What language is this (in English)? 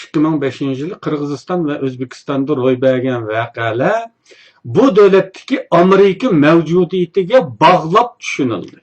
Uyghur